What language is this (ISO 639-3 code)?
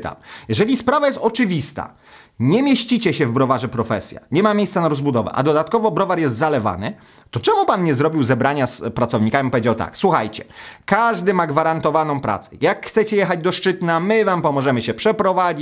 pol